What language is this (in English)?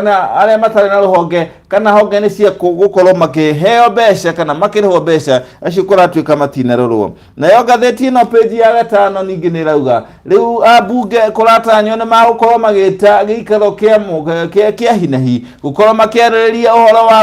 Kikuyu